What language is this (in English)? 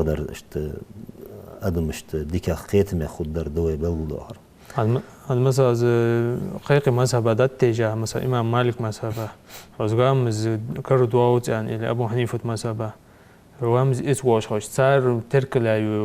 Ingush